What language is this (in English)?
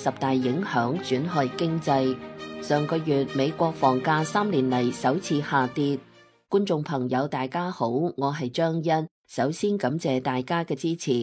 Cantonese